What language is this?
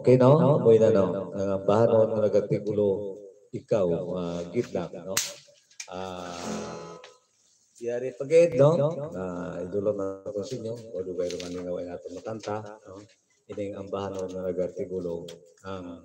Hiligaynon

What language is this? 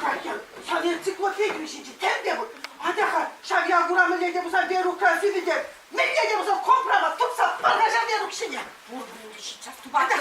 Chuvash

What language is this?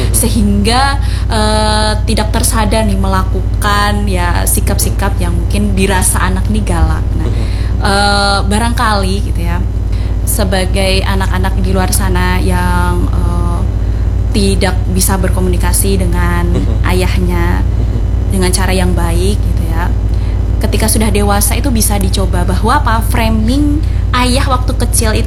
Indonesian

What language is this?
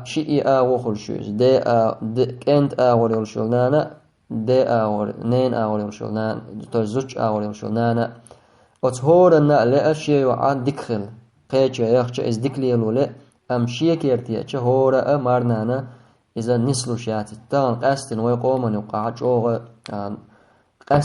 Chechen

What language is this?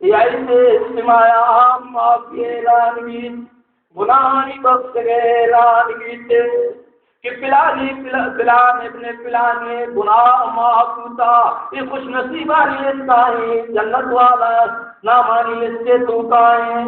Baluchi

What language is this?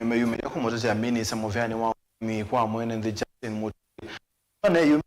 Kamba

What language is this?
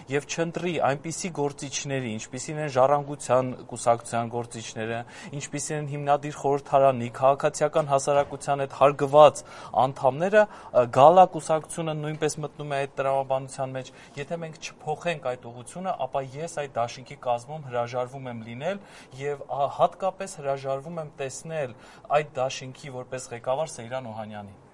Armenian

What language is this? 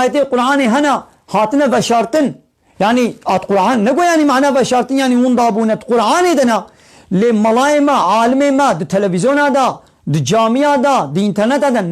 Kurdish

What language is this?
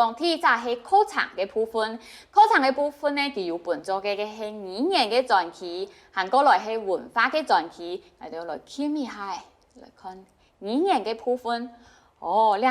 Hakka Chinese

